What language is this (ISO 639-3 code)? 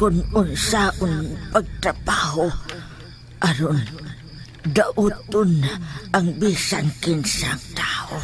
ceb